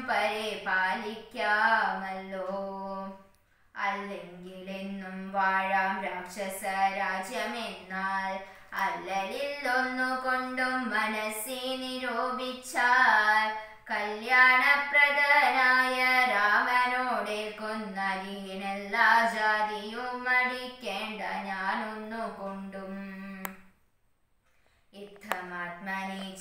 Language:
Malayalam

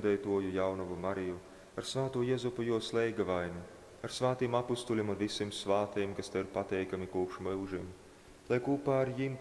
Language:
Latgalian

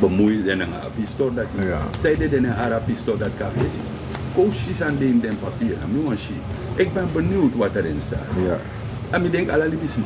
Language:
Sranan Tongo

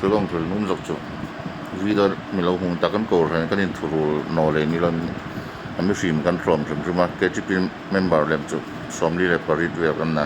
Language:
Hmar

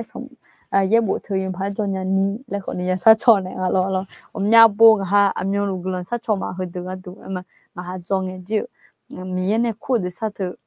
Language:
Akha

